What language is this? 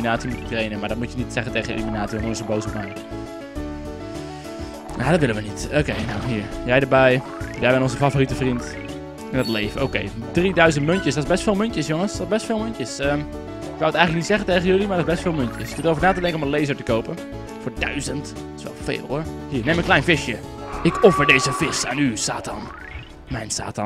Dutch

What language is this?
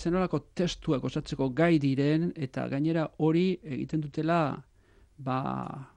Basque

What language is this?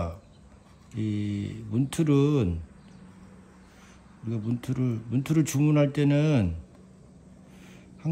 Korean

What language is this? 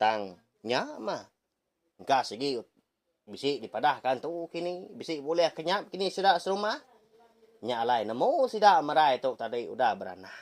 Iban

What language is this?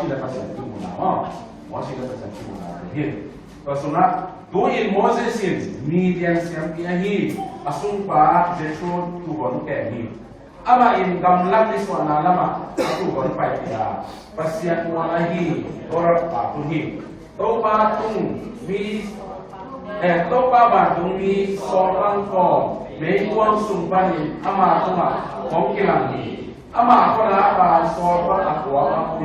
Tedim Chin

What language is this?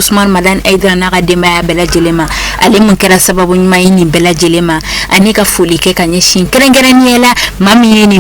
Bambara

